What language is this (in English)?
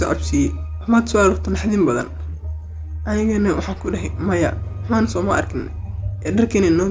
Somali